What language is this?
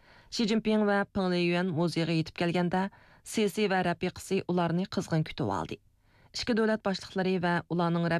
Uyghur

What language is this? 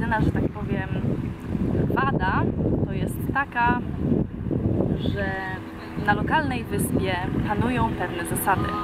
Polish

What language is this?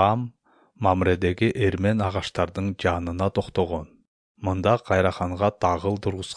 Kyrgyz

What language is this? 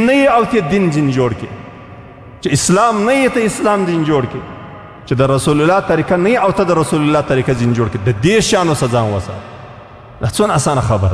Pashto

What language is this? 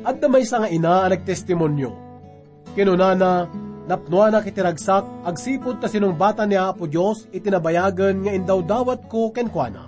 Iloko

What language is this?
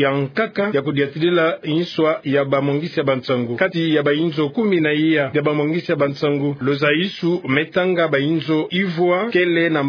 Kituba (Democratic Republic of Congo)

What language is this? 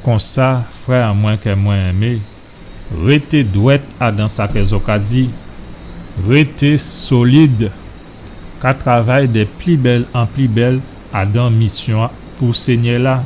Guadeloupean Creole French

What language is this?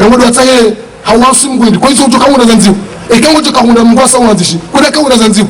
Ngazidja Comorian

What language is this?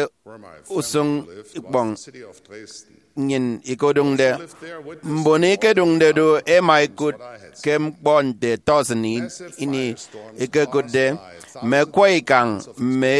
Efik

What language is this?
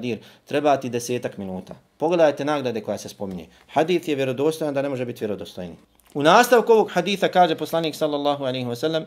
Bosnian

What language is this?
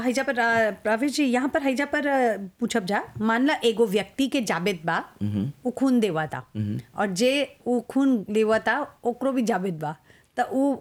Bhojpuri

